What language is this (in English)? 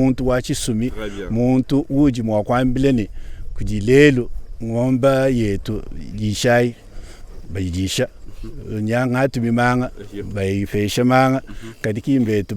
Luba-Lulua